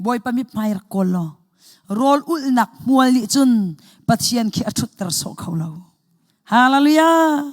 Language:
Hakha Chin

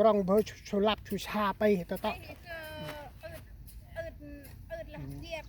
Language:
Central Mnong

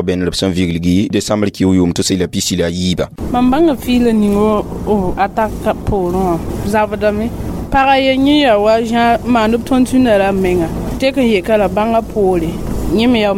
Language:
Mossi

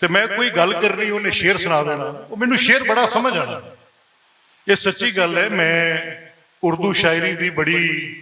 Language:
Western Panjabi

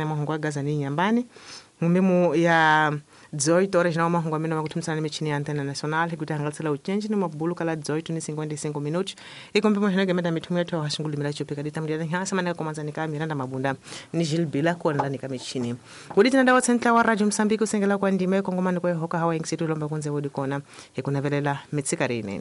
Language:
Tsonga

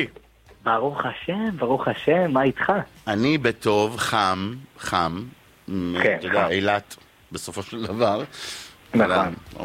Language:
Hebrew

